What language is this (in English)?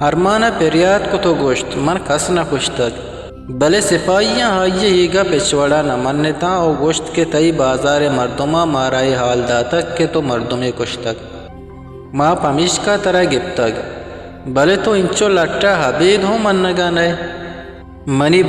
Eastern Balochi